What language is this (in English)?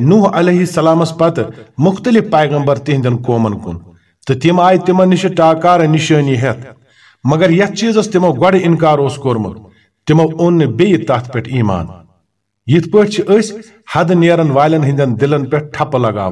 Kashmiri